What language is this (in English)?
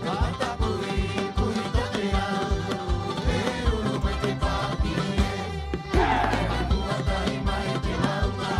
Rapanui